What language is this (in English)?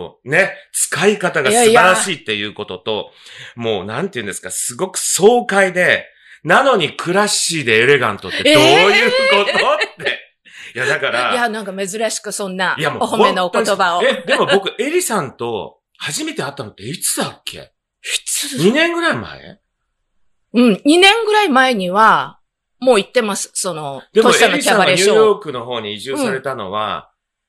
Japanese